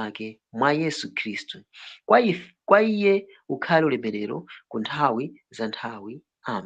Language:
Nyanja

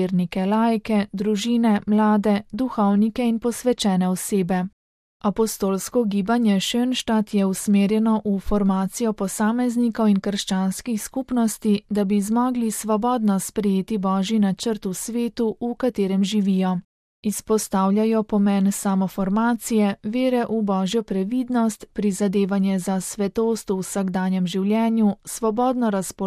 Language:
Slovenian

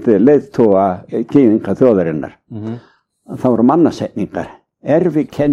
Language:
Icelandic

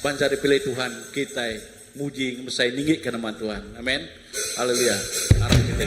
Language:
Iban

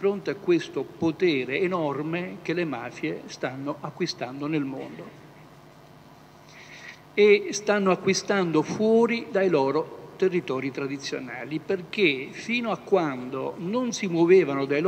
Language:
Italian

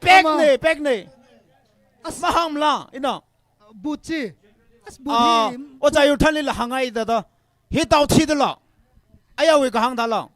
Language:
Tangkhul Naga (India)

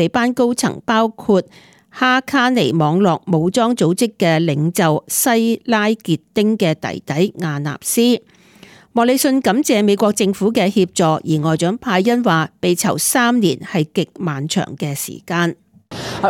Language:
Cantonese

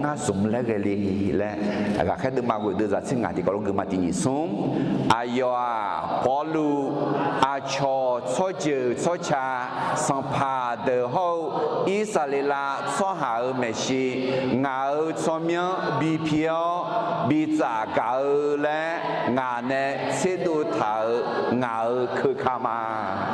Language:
Akha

